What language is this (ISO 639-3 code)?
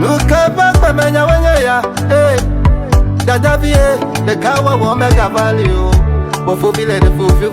ewe